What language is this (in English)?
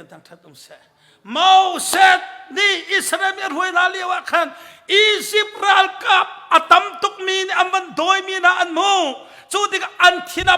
Hakha Chin